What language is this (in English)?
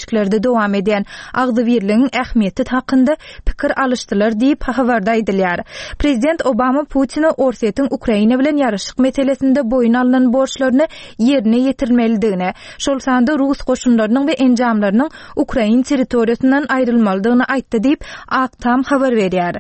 Turkmen